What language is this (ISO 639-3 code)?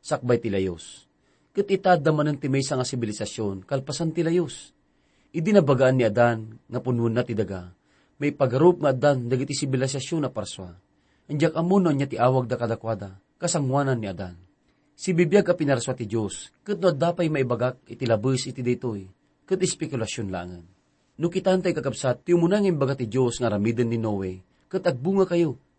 ilo